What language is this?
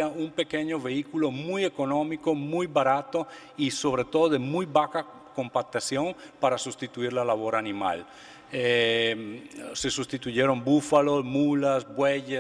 Spanish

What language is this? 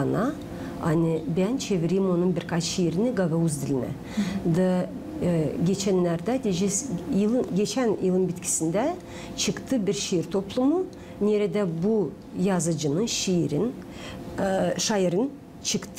Gagauz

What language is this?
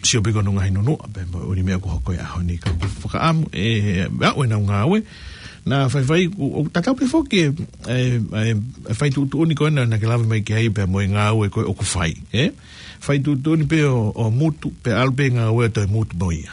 Tongan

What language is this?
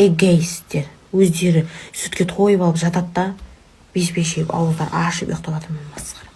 Kazakh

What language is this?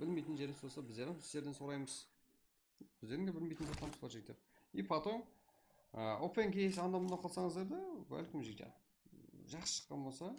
Kara-Kalpak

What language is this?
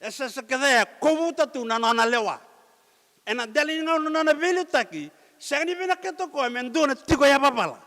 Fijian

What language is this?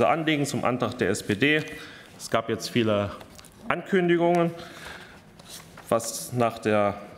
German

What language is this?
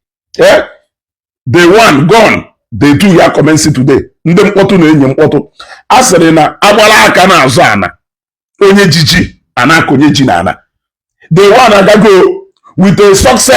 Igbo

